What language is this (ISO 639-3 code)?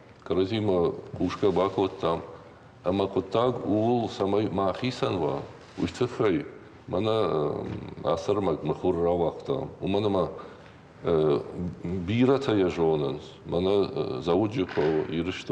oss